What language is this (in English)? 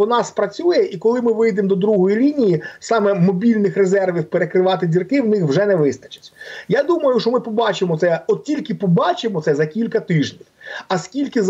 Ukrainian